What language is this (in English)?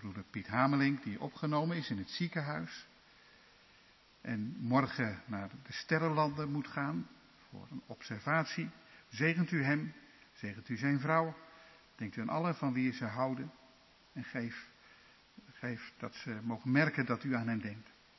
Dutch